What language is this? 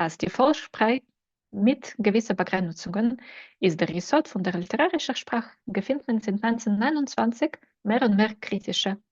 Yiddish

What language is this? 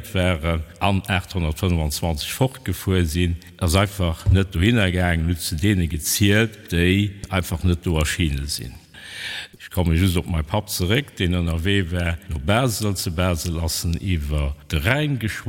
Luxembourgish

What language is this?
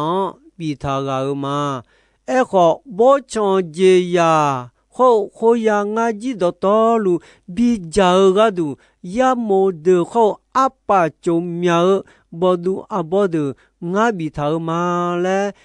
Akha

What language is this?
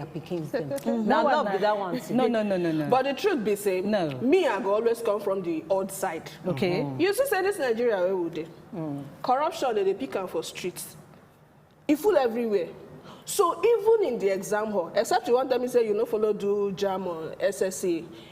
Nigerian Pidgin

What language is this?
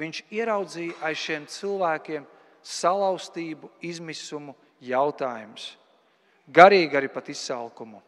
Latvian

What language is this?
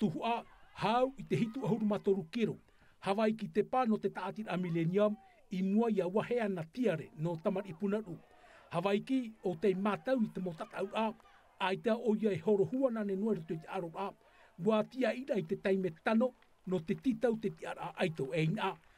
Tahitian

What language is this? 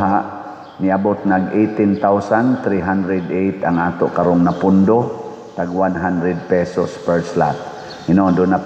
Cebuano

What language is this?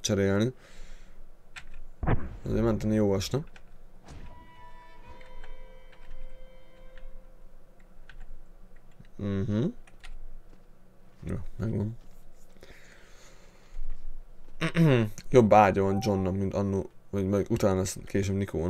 Hungarian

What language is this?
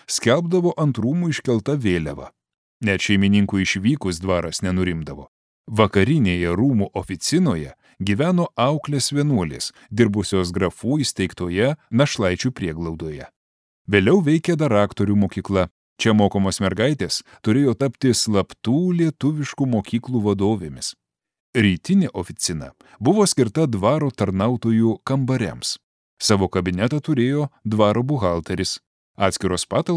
Lithuanian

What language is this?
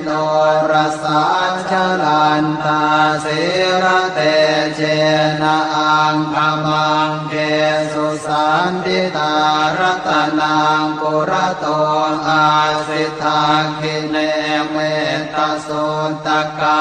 Pali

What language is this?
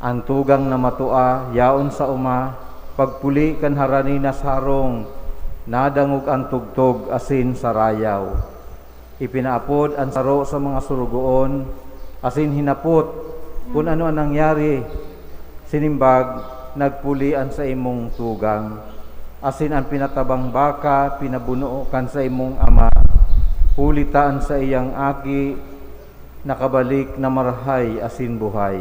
Bikol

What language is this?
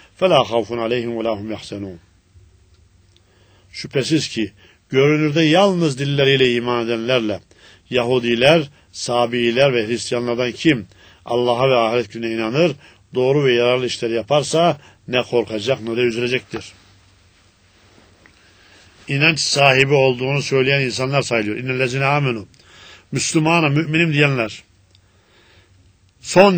Turkish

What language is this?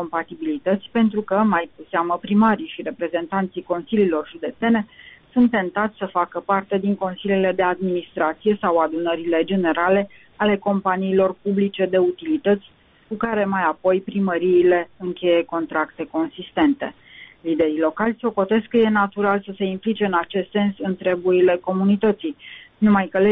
Romanian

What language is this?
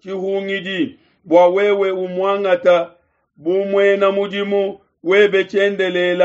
Luba-Lulua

